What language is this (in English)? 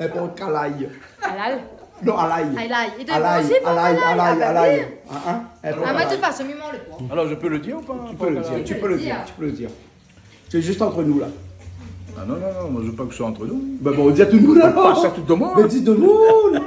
Réunion Creole French